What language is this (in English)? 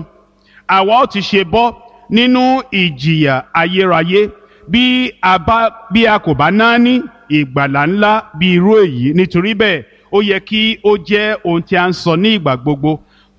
Yoruba